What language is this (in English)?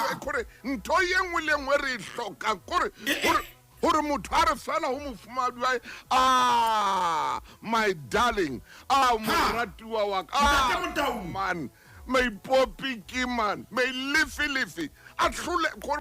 Southern Sotho